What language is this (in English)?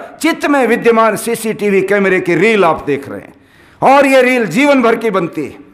Hindi